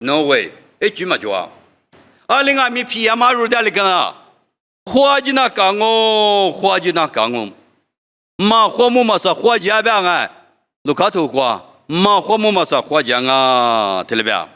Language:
Lisu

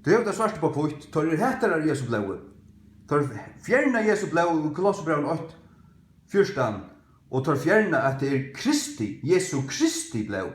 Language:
Faroese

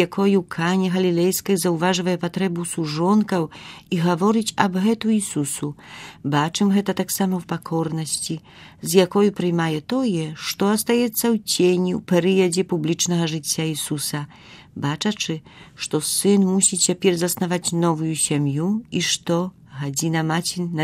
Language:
Belarusian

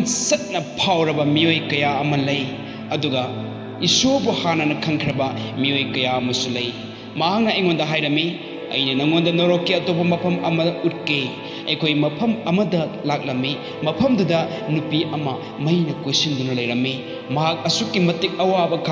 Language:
Manipuri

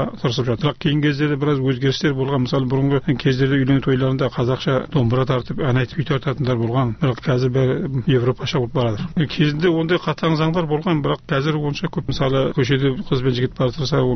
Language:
Kazakh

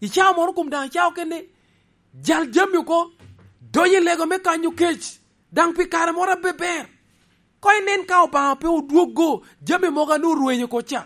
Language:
Lango (Uganda)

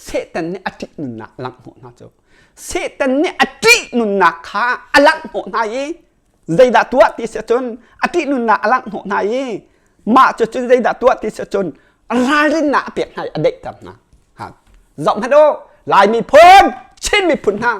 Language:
Hakha Chin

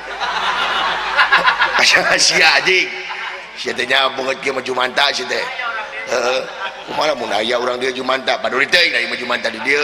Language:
Sundanese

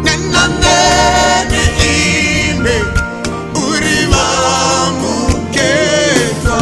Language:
Venda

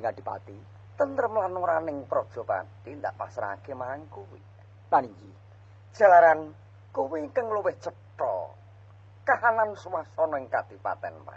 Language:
Javanese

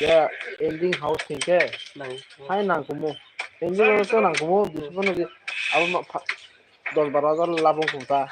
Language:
Kok Borok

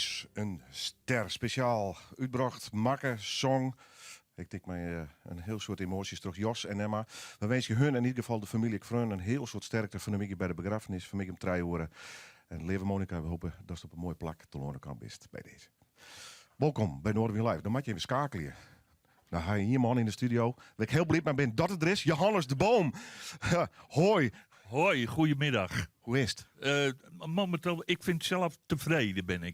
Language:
Western Frisian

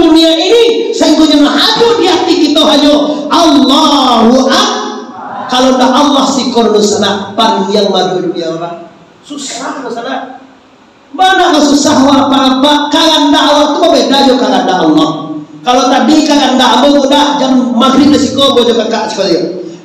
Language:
Minangkabau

